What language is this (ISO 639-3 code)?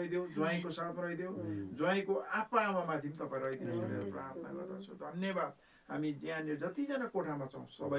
nep